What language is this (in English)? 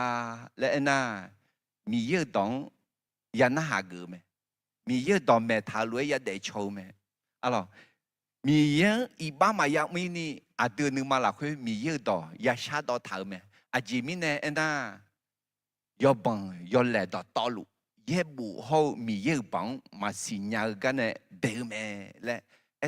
Akha